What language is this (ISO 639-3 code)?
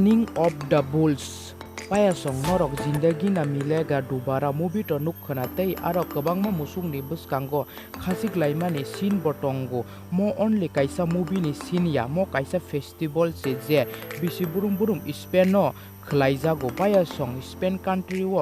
trp